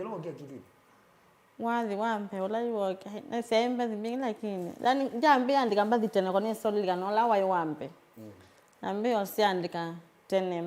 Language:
Kamba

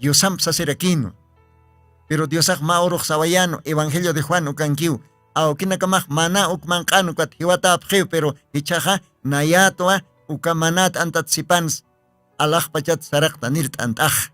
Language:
Aymara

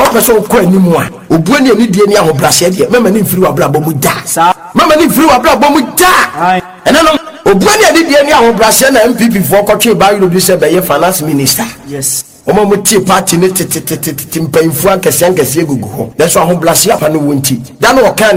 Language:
Akan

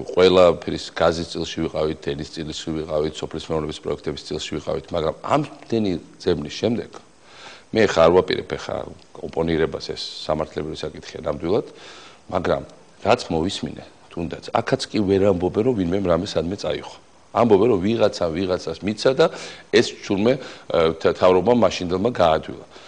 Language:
Georgian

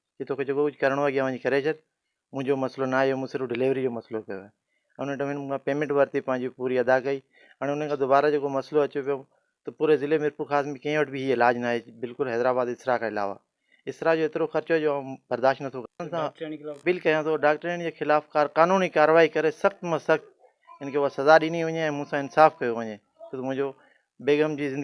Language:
Sindhi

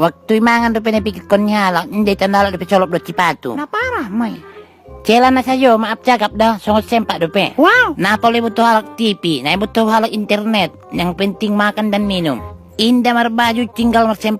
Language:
Batak Toba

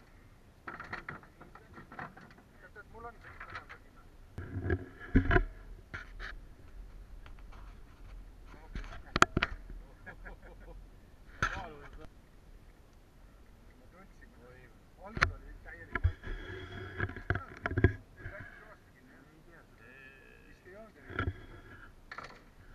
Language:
Estonian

